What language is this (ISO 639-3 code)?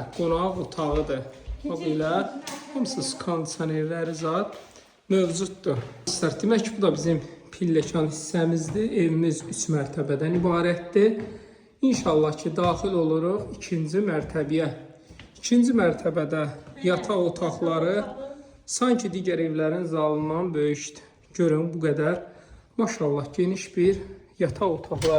aze